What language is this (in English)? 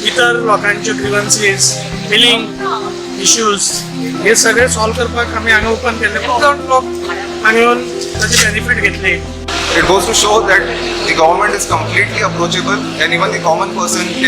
Konkani